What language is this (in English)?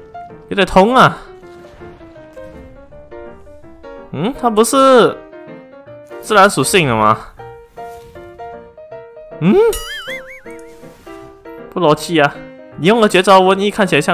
Chinese